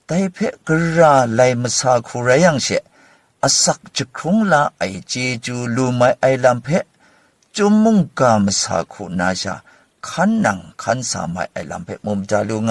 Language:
Kachin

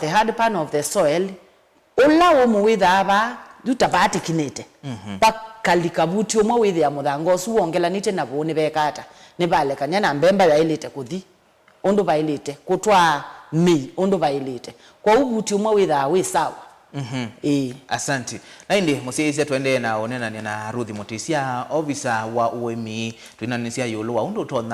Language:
Kamba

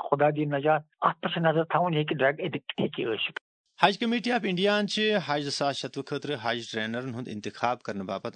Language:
Kashmiri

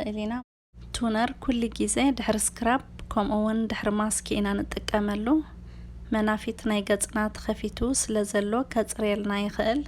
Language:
Tigrinya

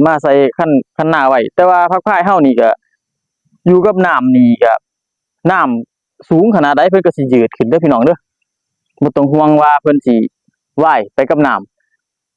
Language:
Northeastern Thai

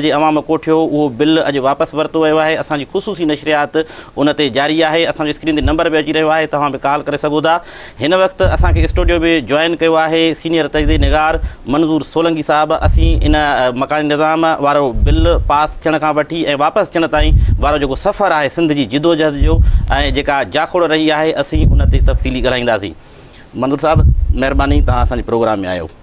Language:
Sindhi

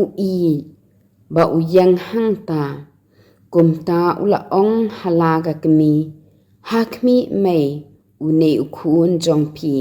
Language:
Khasi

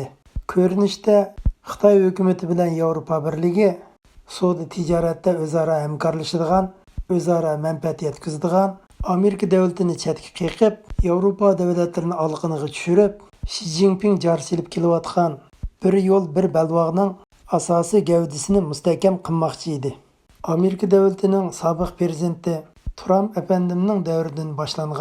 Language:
Uyghur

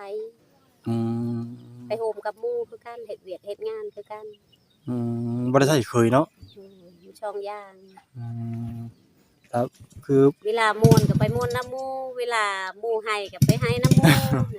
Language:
Lao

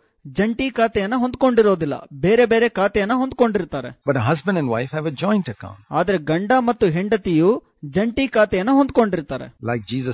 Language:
Kannada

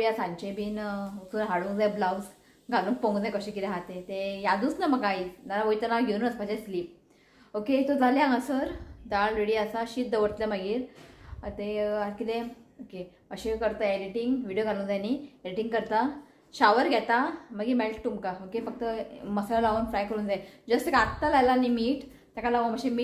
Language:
Konkani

